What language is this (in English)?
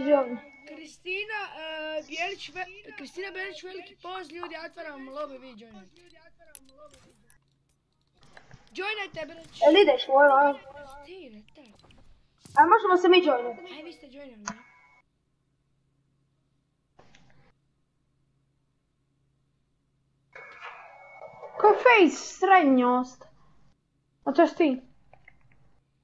Croatian